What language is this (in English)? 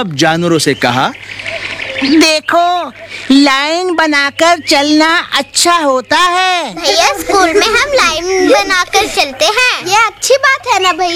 Hindi